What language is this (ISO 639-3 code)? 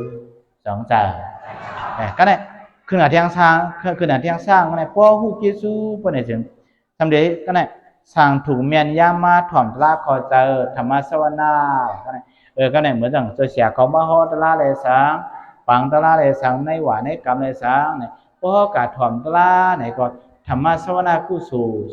shn